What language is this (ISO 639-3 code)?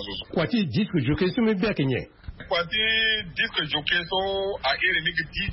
sag